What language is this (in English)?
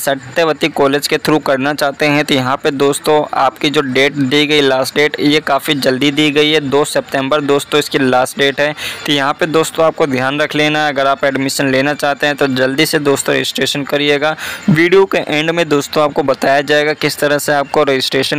Hindi